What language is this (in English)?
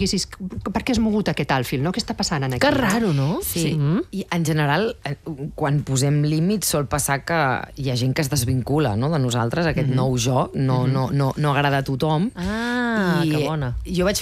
Catalan